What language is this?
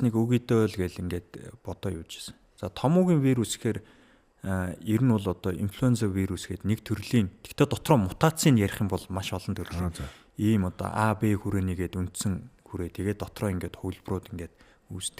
Mongolian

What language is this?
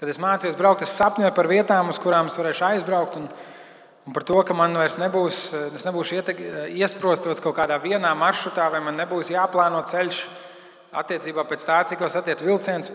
Latvian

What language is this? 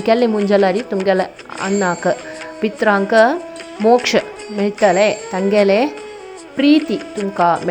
Konkani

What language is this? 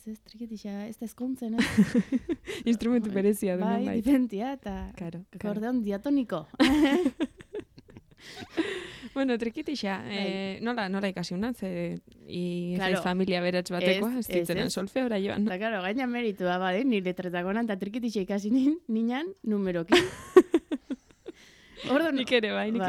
Basque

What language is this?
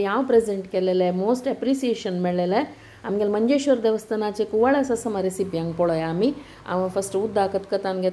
Konkani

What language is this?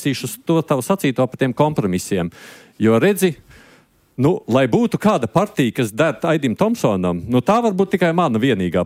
Latvian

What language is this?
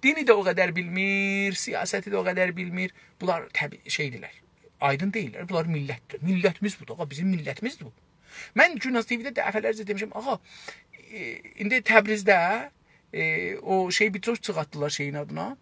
South Azerbaijani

